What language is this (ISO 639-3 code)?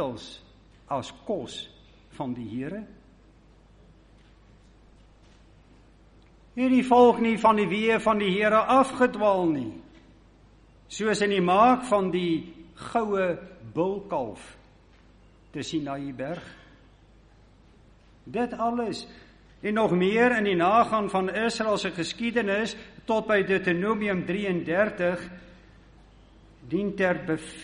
afr